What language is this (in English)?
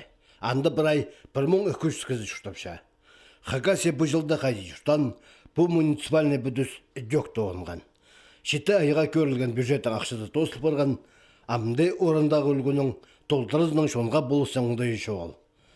Khakas